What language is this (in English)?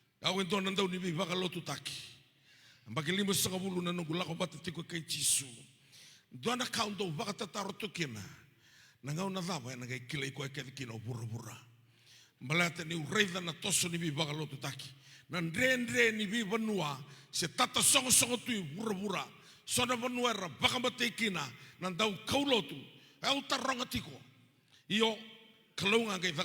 Fijian